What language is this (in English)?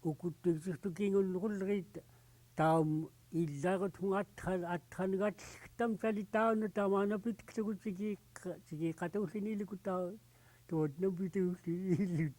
Central Yupik